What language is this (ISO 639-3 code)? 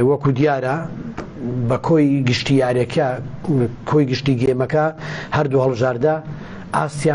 ckb